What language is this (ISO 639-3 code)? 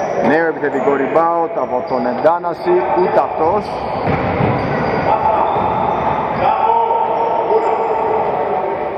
ell